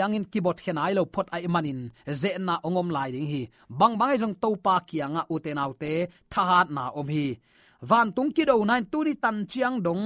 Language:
Tedim Chin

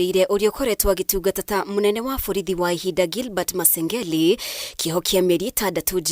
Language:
Kikuyu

